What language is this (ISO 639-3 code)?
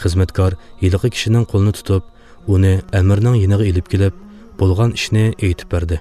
uig